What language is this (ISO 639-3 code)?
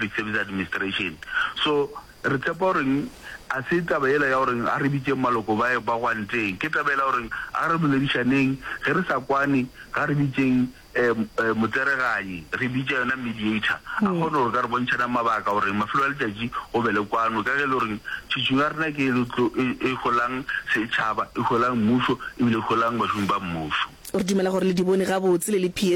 nso